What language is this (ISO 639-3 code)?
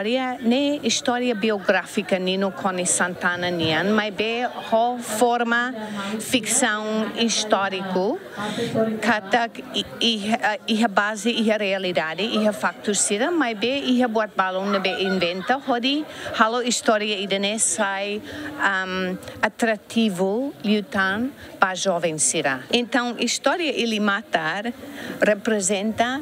tet